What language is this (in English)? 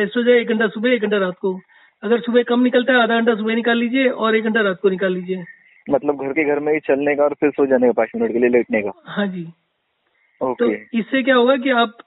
Hindi